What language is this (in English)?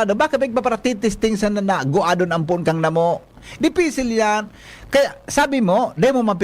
Bikol